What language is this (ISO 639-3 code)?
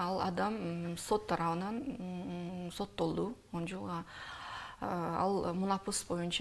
kir